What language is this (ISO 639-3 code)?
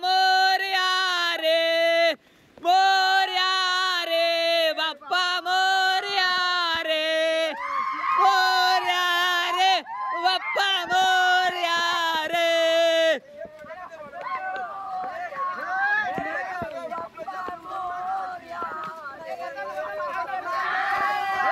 mar